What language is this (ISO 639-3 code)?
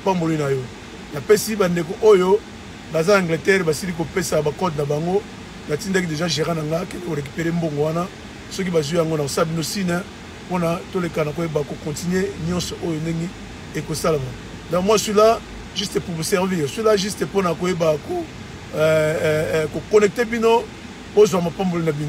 lin